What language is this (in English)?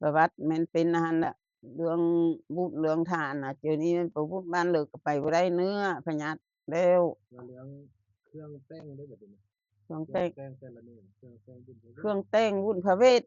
Lao